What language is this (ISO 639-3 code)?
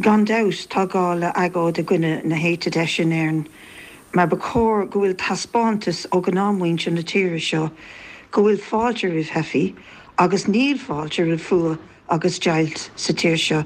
gle